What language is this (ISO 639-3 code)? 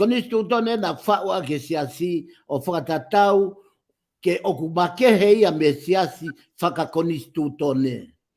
ton